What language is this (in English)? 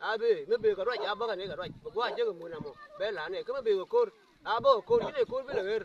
Nuer